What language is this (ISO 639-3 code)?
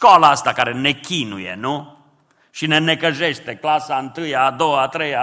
ron